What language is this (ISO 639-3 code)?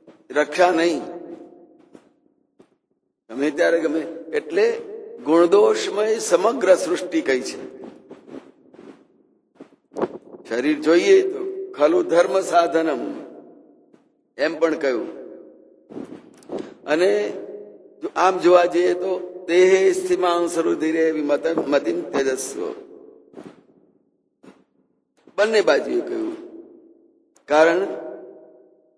guj